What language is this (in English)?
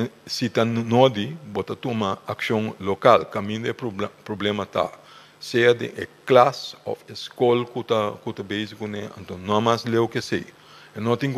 Papiamento